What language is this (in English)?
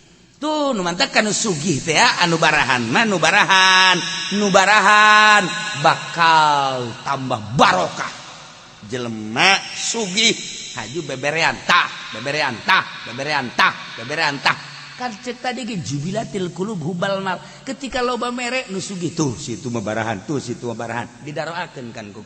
Sundanese